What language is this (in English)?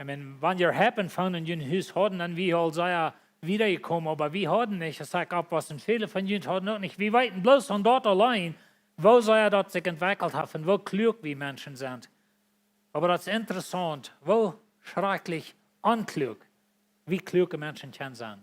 Plautdietsch